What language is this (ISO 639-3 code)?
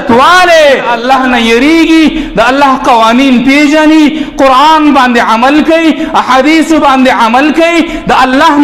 pus